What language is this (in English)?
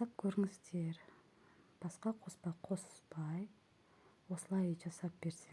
Kazakh